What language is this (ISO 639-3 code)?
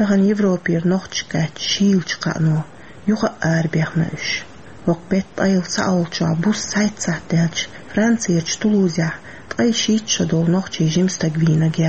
che